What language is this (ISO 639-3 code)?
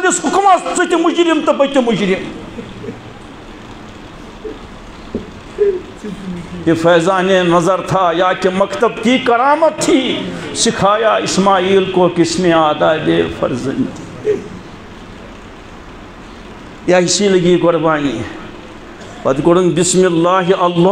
kas